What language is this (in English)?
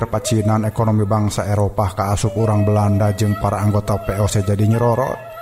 Sundanese